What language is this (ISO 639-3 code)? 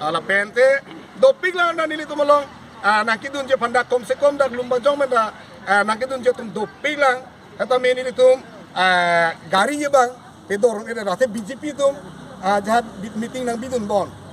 mjw